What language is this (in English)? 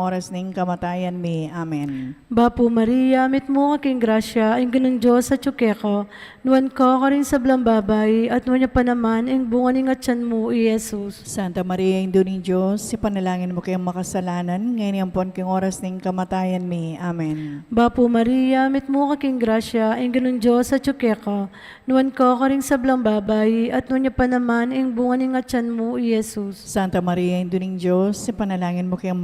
Pampanga